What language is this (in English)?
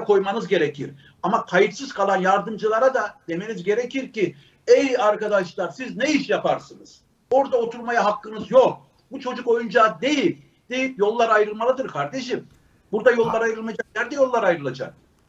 Turkish